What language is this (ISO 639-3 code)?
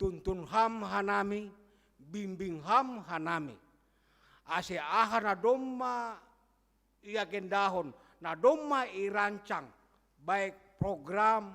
bts